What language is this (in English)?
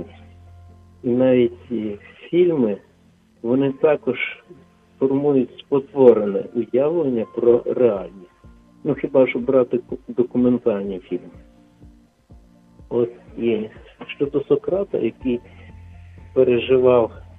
Ukrainian